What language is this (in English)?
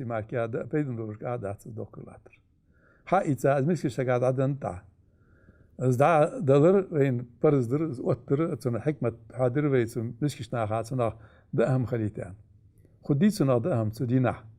Ingush